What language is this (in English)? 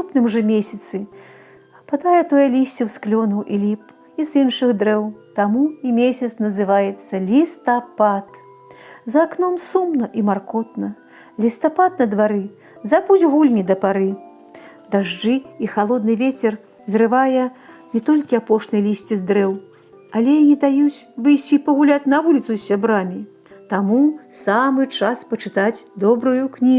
Belarusian